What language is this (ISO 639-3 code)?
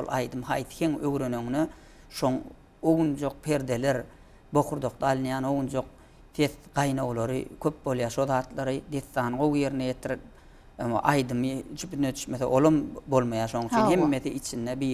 tuk